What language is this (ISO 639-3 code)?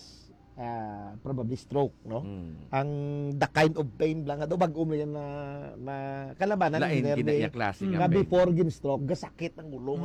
hil